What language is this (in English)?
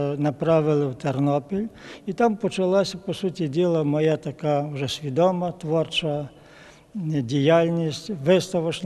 Ukrainian